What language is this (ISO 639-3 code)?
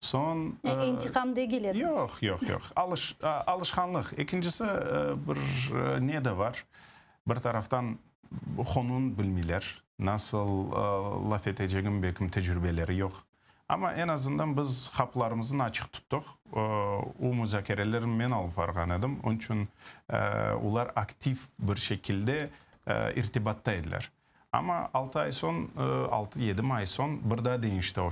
crh